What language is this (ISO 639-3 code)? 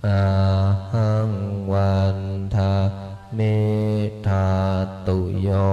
pli